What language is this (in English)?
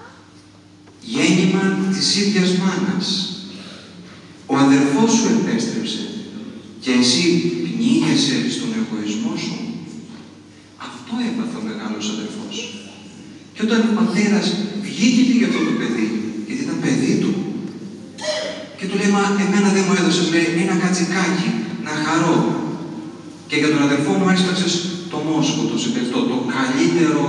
Greek